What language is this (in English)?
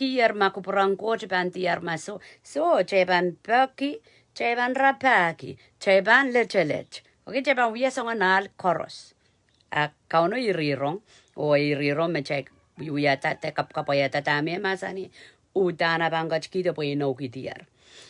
Pohnpeian